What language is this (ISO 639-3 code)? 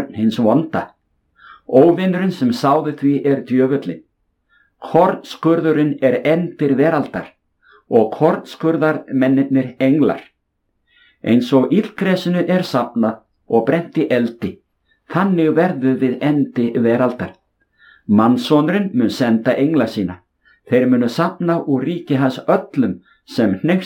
isl